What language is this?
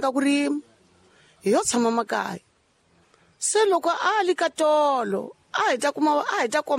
Tsonga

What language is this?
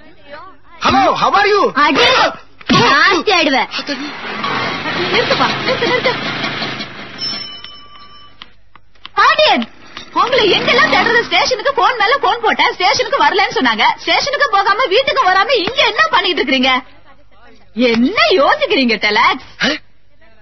Tamil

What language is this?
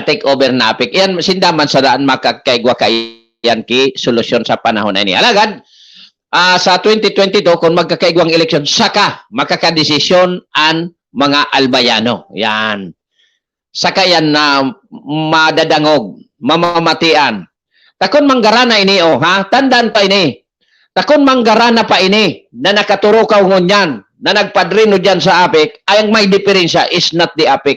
Bikol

